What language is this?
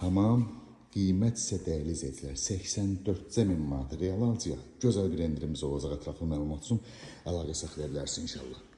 Azerbaijani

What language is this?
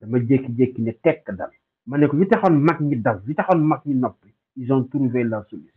Wolof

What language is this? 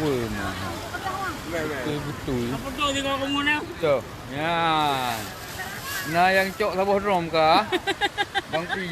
Achinese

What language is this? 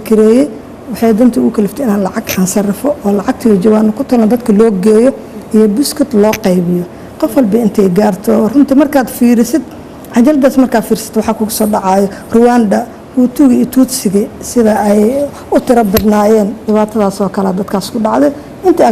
Somali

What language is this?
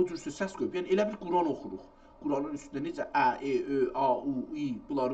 South Azerbaijani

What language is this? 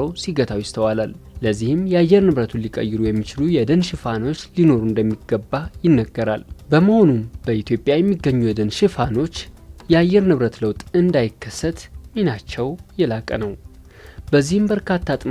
Amharic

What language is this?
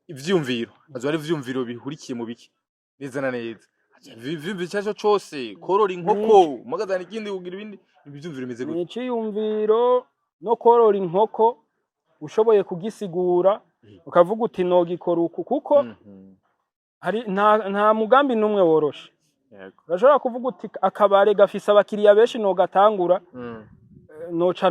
Rundi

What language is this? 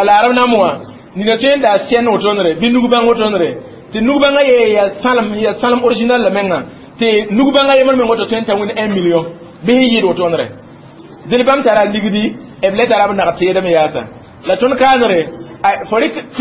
Mossi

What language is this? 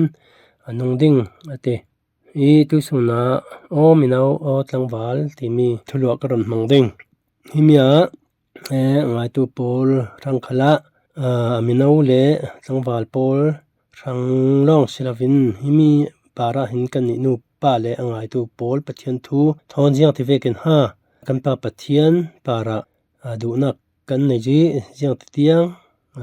Falam Chin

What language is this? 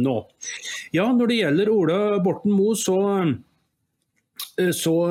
Norwegian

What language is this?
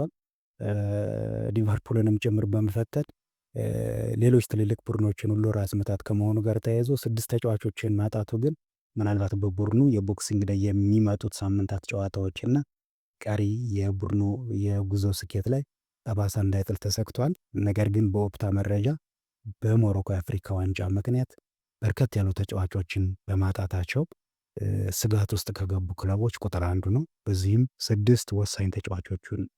Amharic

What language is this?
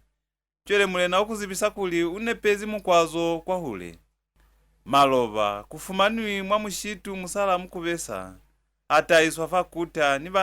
Lozi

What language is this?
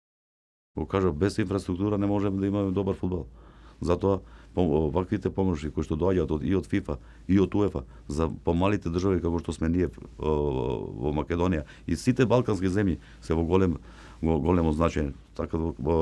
Macedonian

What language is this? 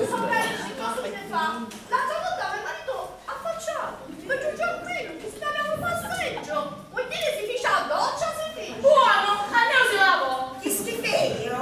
Sicilian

